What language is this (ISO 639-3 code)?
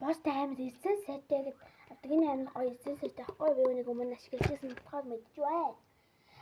mon